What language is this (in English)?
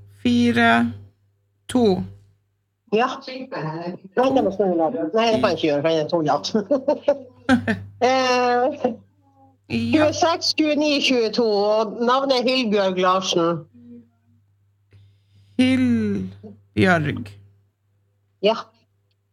Norwegian